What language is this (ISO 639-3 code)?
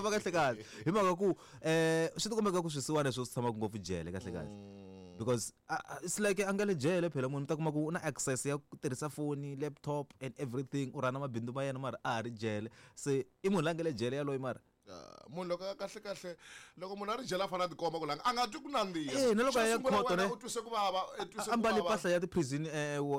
tso